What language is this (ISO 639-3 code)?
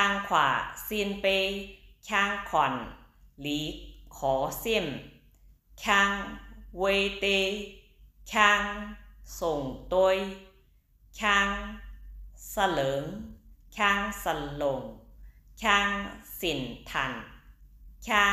shn